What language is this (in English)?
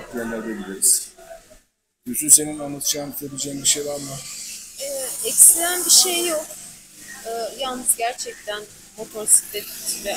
Turkish